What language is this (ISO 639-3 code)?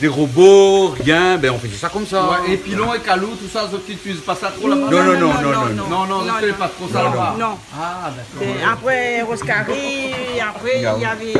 rcf